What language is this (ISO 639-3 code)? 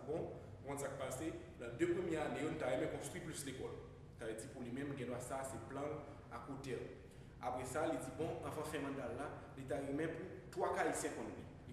hat